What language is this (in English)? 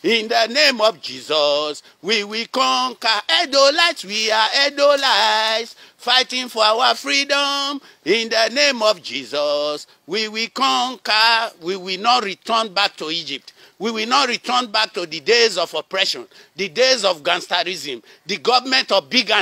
Nigerian Pidgin